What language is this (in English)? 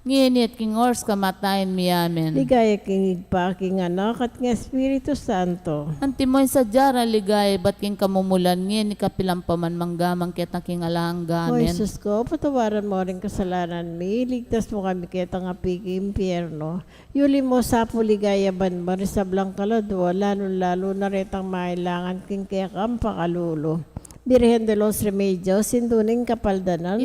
Pampanga